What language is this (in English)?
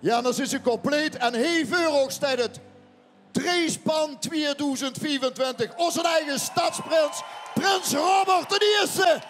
Limburgish